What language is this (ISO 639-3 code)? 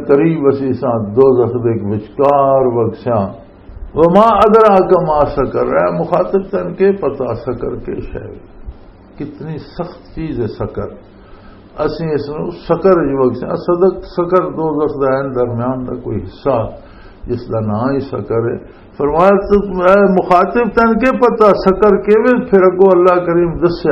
lah